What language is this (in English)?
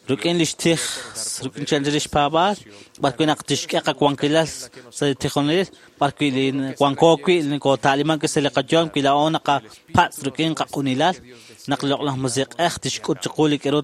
Kekchí